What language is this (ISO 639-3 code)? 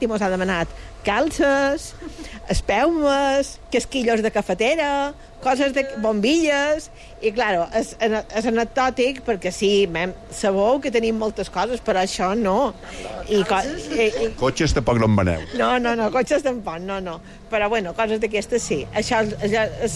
cat